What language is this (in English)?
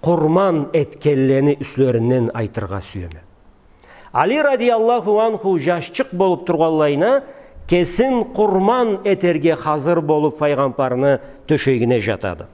Karachay-Balkar